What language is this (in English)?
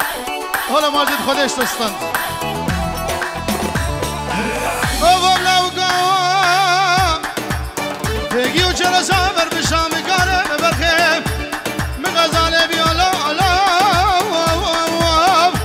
Persian